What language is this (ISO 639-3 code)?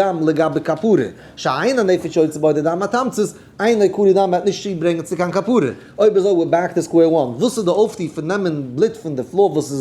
yid